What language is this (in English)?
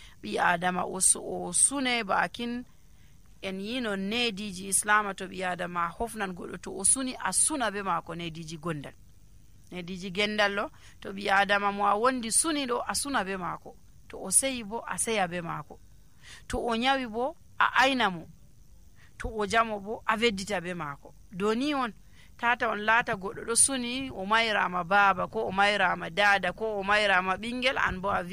Nigerian Fulfulde